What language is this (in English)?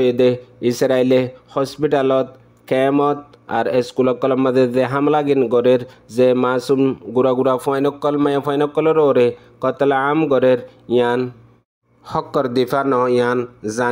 Assamese